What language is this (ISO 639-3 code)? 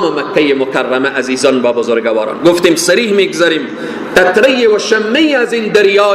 fas